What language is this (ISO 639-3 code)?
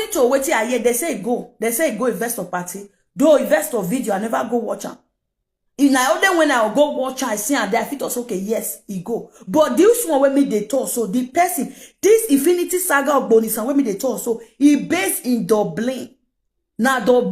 pcm